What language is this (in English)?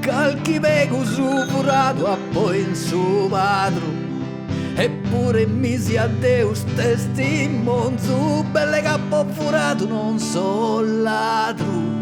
Sardinian